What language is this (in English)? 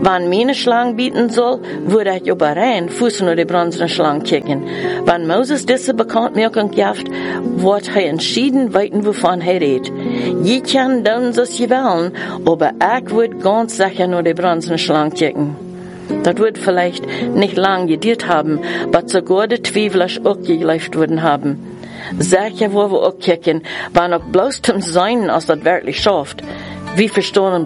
German